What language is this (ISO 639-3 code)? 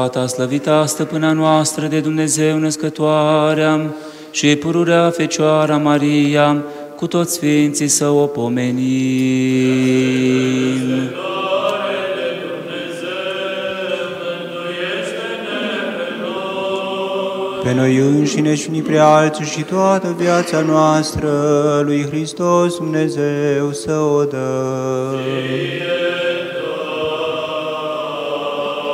ron